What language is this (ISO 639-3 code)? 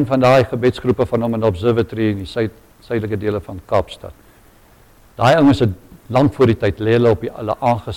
afr